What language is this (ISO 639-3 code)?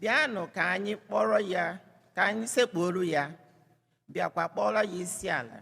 ibo